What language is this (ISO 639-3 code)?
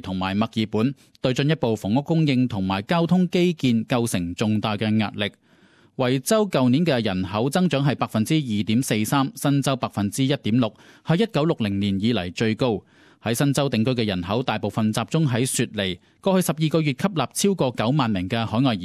yue